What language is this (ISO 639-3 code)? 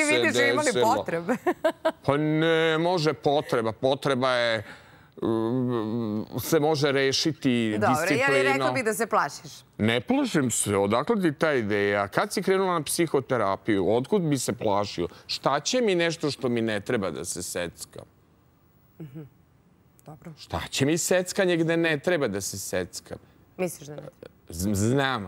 srp